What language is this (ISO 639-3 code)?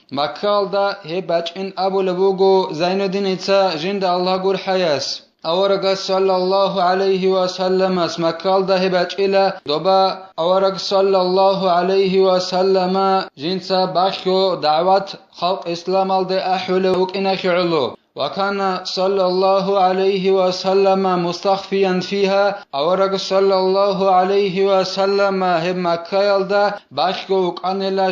ava